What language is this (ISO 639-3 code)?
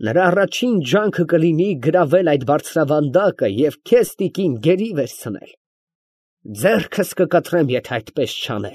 hye